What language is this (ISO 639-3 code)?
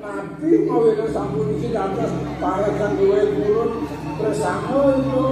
ban